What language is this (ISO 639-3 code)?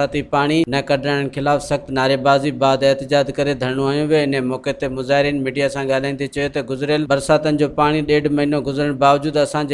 snd